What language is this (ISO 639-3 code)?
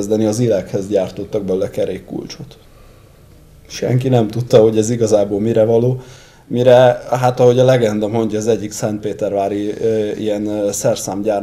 hun